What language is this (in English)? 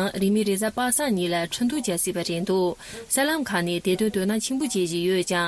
Tibetan